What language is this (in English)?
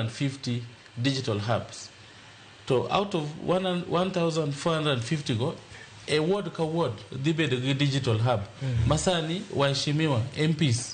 Luo (Kenya and Tanzania)